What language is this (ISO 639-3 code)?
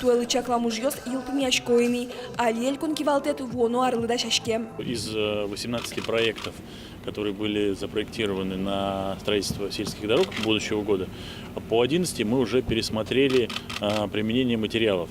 udm